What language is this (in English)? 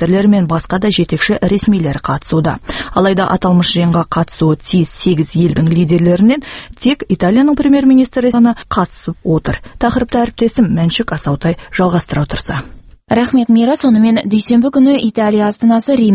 Kazakh